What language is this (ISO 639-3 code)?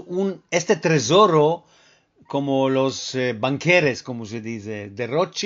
lad